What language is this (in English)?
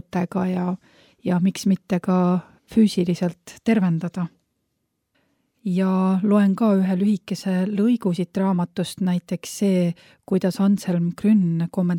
Estonian